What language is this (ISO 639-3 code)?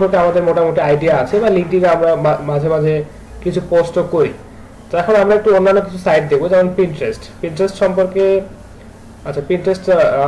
ben